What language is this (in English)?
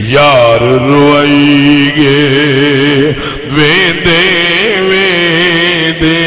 Saraiki